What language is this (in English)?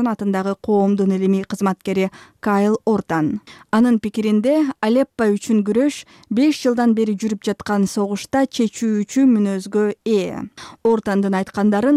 Kyrgyz